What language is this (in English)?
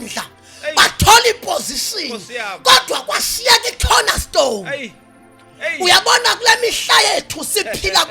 Zulu